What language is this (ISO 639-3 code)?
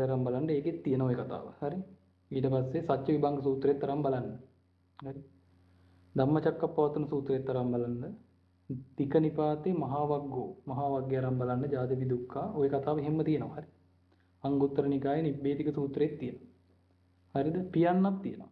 sin